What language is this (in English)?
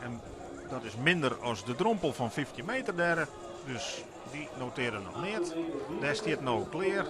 Western Frisian